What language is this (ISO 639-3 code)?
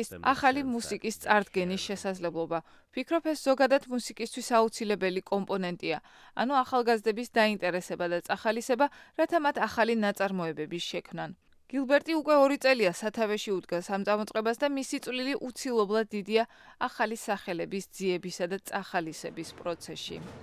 kat